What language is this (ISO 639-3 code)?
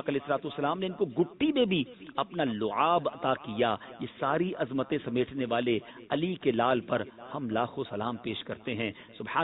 urd